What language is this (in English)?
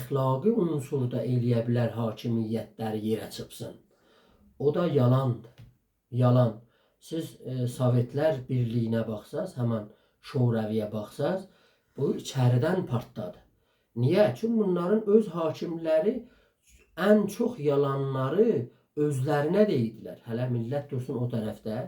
South Azerbaijani